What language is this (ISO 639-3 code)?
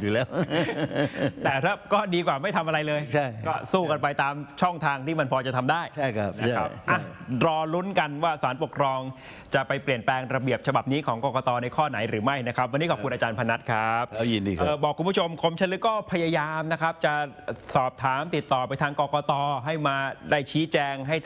tha